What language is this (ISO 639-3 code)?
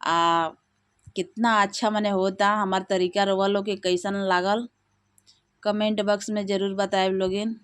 bho